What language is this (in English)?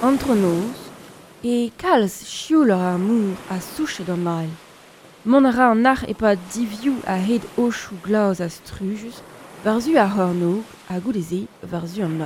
Breton